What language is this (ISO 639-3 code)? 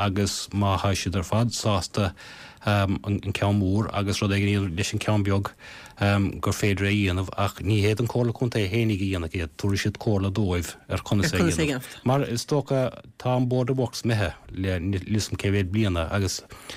gle